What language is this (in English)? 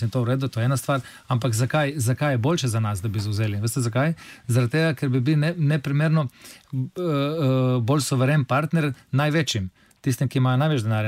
Slovenian